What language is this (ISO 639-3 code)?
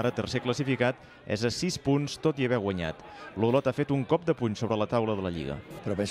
cat